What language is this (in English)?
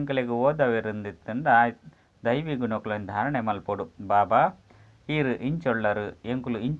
Tulu